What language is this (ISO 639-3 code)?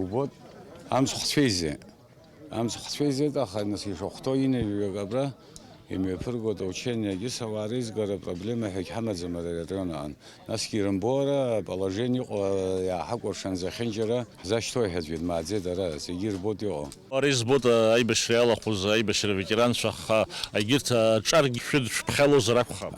abk